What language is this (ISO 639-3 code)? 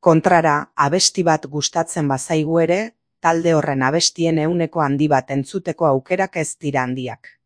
eus